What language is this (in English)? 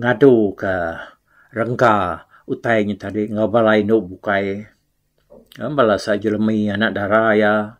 Iban